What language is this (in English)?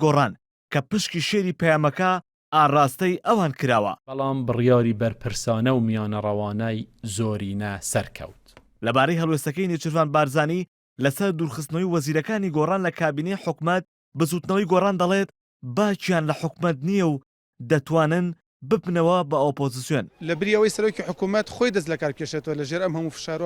Central Kurdish